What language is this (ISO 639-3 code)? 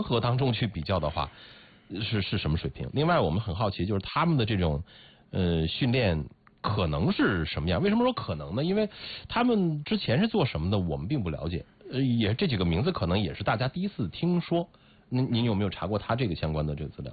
zho